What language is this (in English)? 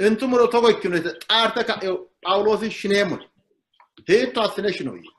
Sidamo